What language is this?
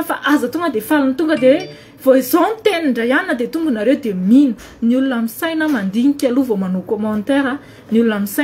Malagasy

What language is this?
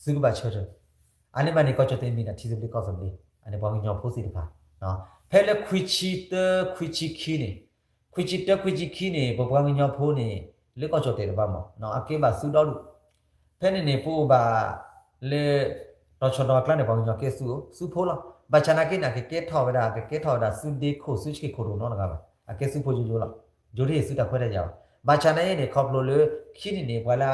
S'gaw Karen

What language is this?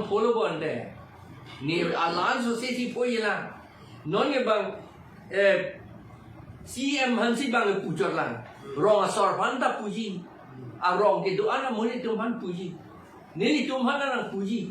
Karbi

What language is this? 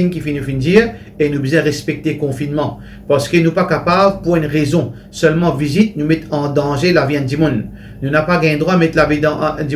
Morisyen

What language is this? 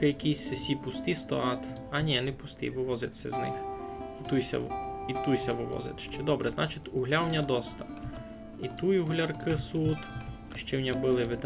Rusyn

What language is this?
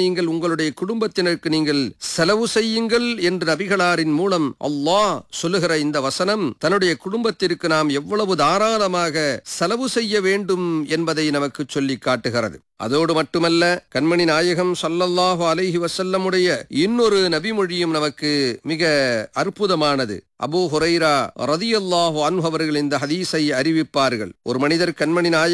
Tamil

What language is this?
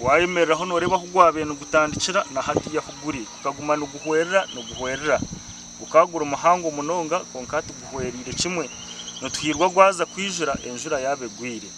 Nyankole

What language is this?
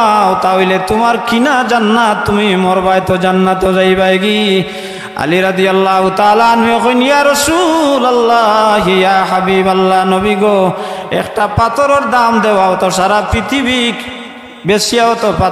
Sylheti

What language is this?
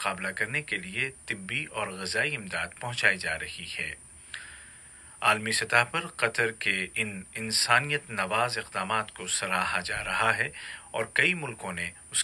Urdu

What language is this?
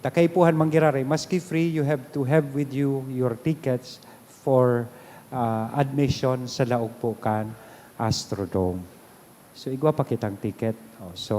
Bikol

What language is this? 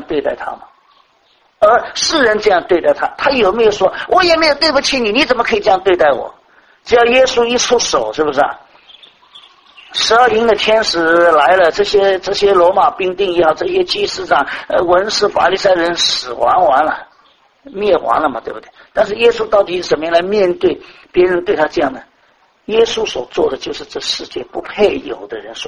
Chinese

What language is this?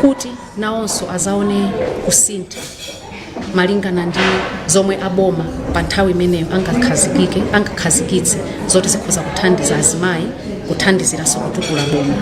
Nyanja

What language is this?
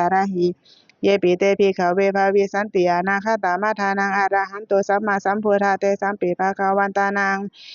Pali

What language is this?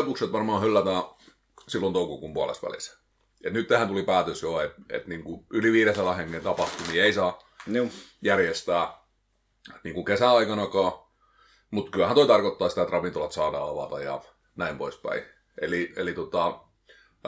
Finnish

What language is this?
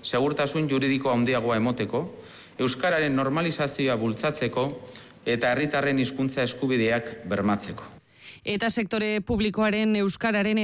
Basque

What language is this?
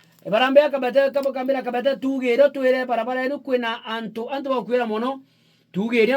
Meru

